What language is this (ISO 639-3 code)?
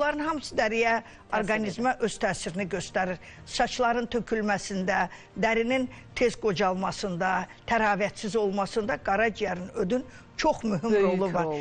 aze